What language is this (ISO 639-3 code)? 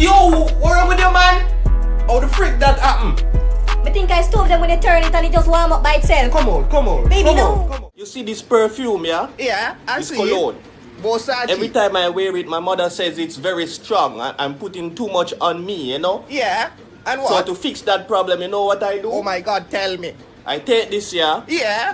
jam